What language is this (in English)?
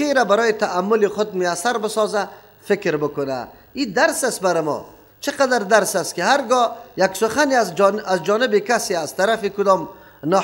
Persian